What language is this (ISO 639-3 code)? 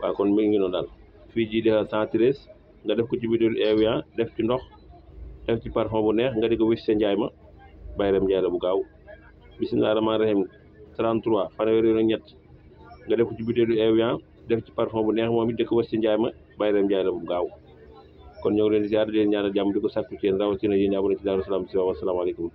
wol